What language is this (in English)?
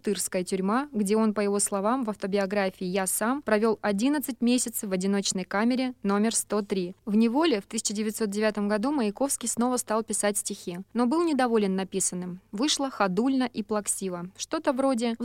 Russian